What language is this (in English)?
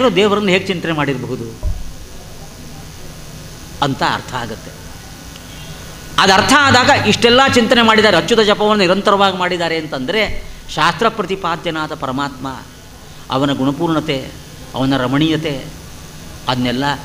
Kannada